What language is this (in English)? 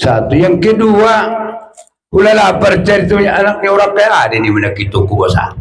Batak Toba